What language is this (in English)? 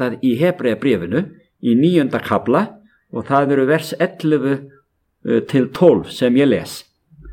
Icelandic